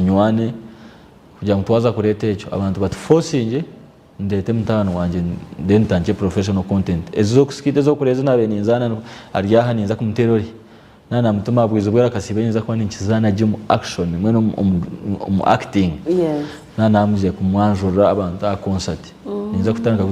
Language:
Nyankole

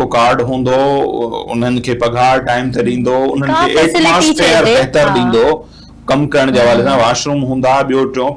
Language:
Sindhi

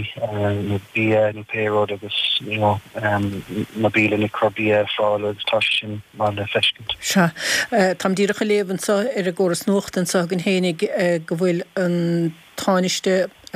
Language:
Irish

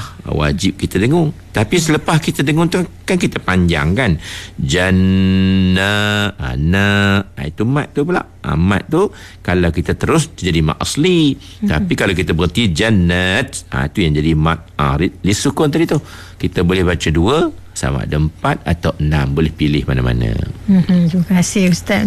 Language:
Malay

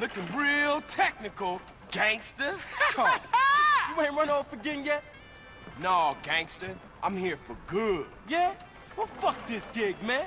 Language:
Bavarian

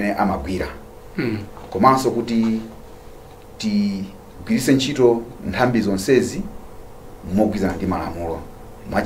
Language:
Nyanja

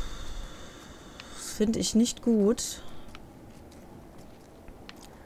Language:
German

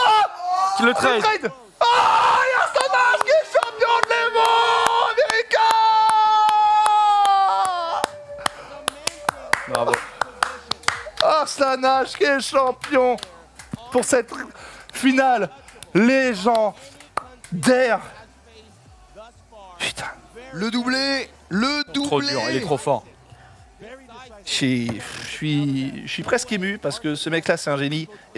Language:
French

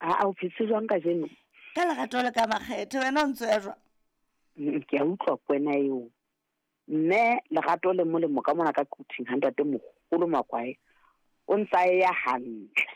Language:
Southern Sotho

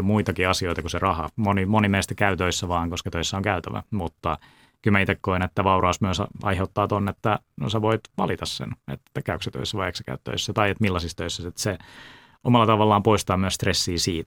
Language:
Finnish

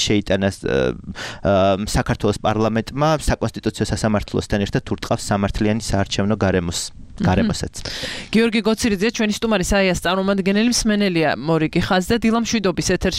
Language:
Georgian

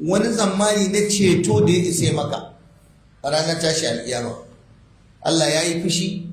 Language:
Hausa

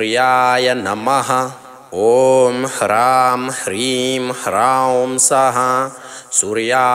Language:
Sanskrit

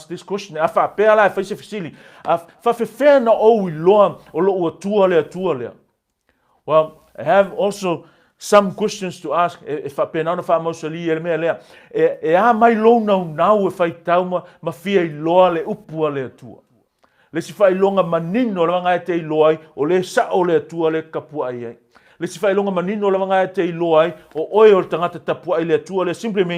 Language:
Samoan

